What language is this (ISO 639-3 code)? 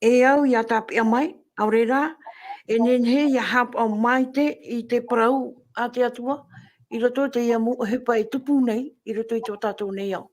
tah